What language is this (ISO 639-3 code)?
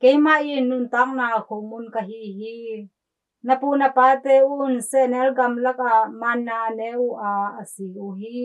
ctd